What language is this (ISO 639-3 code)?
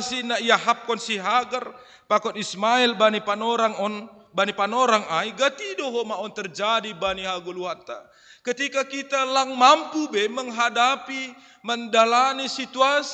bts